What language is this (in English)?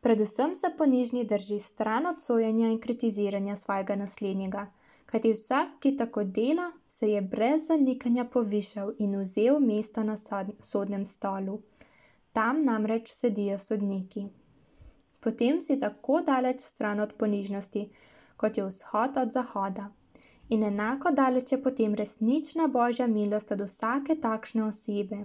Slovenian